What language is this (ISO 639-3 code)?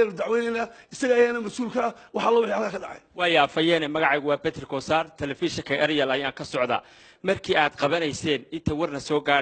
som